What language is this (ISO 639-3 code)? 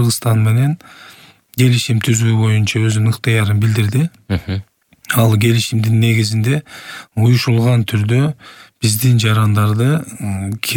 kir